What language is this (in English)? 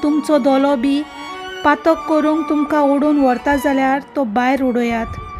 Konkani